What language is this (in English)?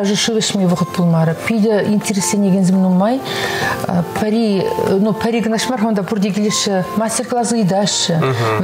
Chuvash